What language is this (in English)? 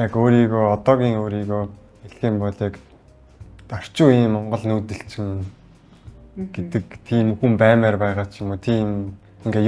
Mongolian